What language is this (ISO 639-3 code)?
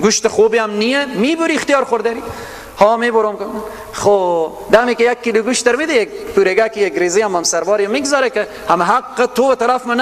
fas